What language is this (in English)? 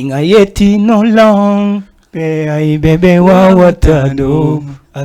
Fula